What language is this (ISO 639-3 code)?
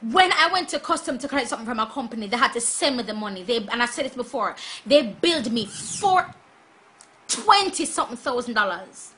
jam